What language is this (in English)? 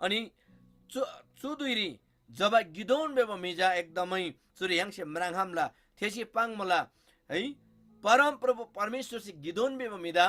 Eastern Tamang